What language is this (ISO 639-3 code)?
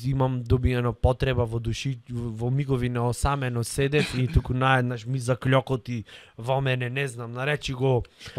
mkd